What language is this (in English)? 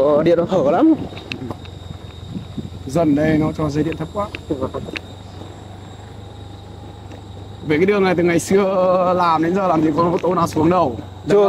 Vietnamese